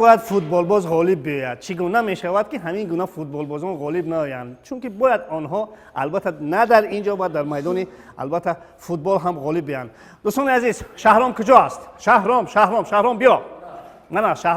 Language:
Tajik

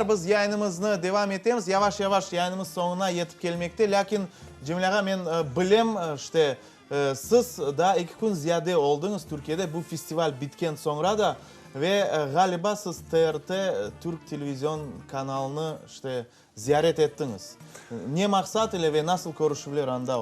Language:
Crimean Tatar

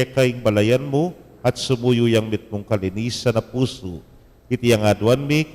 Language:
Pampanga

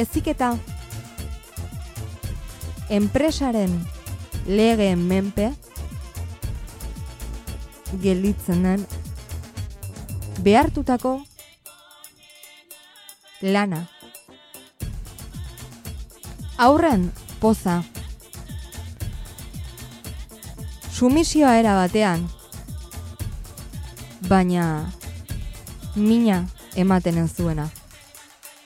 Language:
Basque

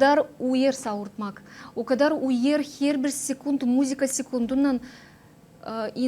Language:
Gagauz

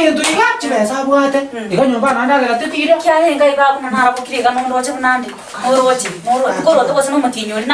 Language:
Gusii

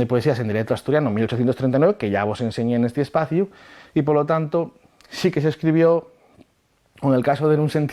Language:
Asturian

